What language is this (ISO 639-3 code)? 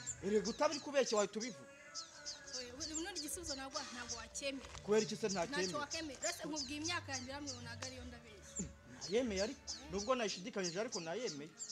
kin